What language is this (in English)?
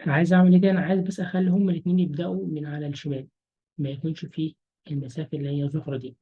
Egyptian Arabic